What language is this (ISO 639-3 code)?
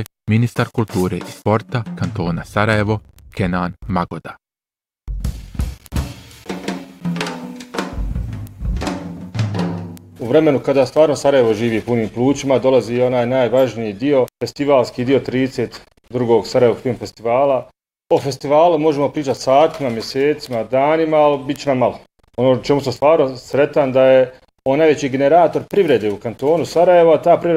bos